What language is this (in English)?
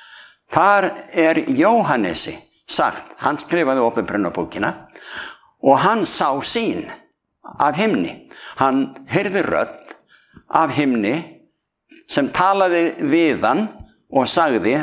Icelandic